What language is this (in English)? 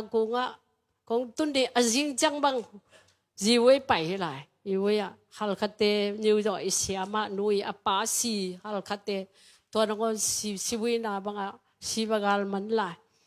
Tedim Chin